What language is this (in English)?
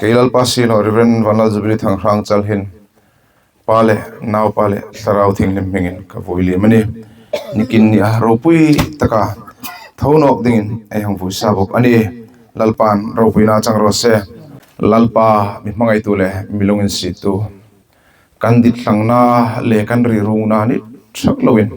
Hmar